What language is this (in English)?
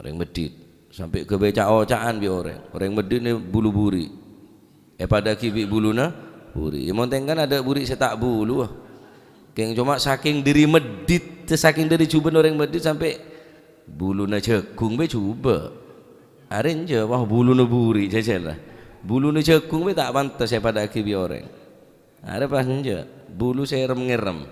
Madurese